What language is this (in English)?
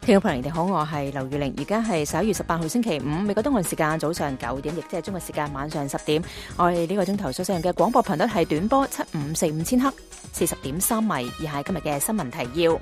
Cantonese